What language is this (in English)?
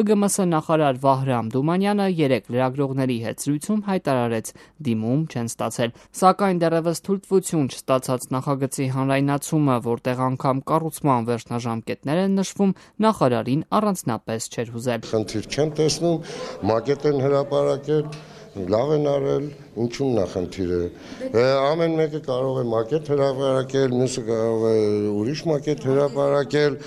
Armenian